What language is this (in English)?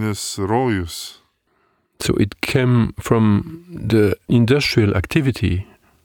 Lithuanian